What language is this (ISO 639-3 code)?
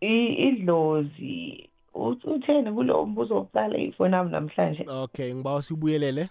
nbl